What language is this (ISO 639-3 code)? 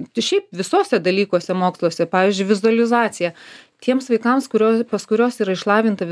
lit